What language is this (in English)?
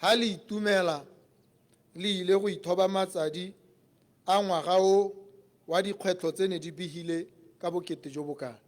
Tswana